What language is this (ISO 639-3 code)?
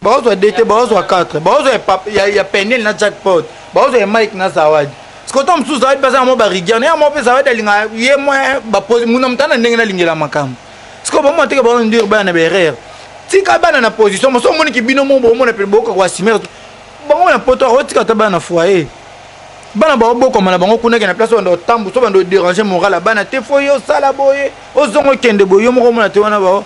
lin